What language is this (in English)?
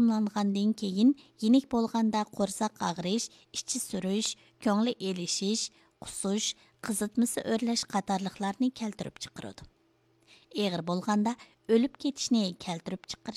Uyghur